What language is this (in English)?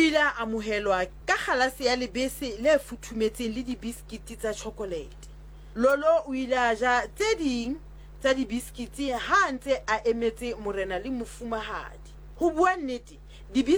Southern Sotho